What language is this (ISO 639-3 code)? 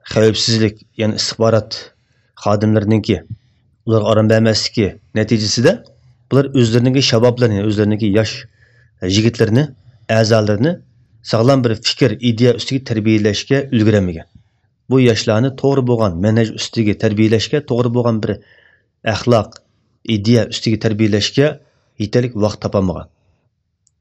uig